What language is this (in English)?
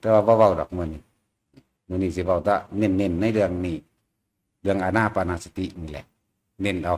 Northeastern Thai